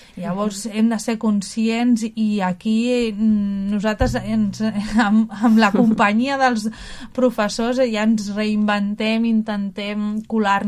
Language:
Catalan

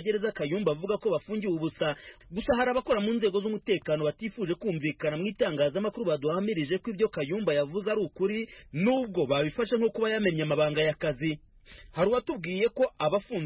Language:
Kinyarwanda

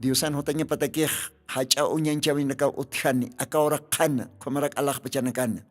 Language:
Aymara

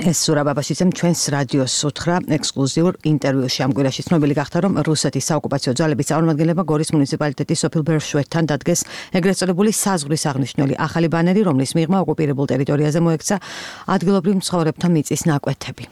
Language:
Georgian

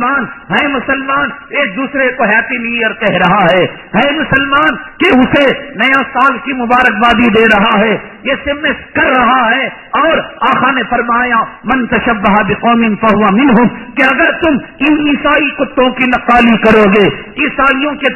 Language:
Urdu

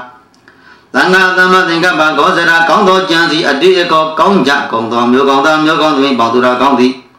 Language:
Burmese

